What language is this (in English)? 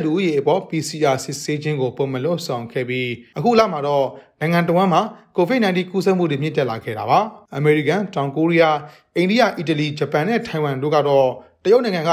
Burmese